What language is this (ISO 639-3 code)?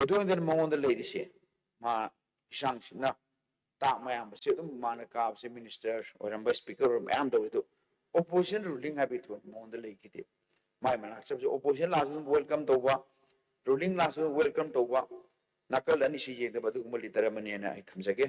mni